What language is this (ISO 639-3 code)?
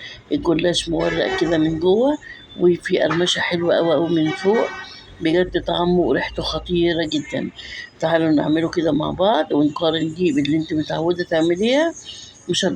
arz